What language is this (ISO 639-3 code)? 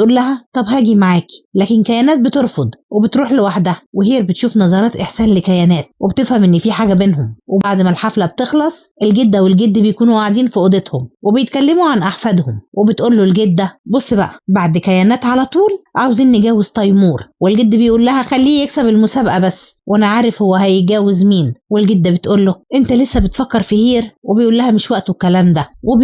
arz